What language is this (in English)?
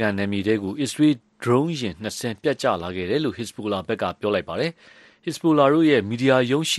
Burmese